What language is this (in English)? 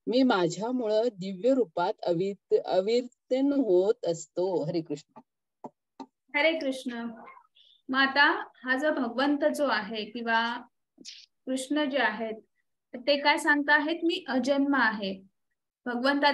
Marathi